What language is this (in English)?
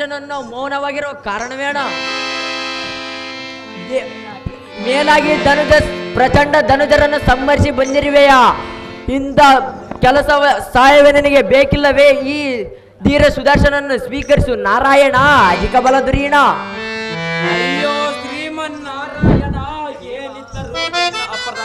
Kannada